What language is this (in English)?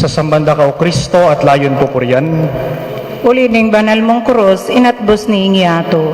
Pampanga